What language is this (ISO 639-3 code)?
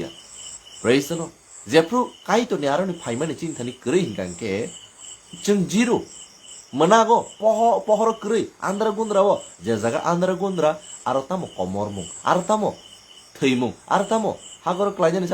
trp